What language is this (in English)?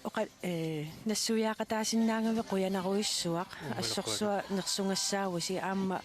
Kalaallisut